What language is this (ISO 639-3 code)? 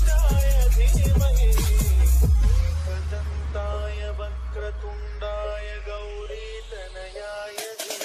mar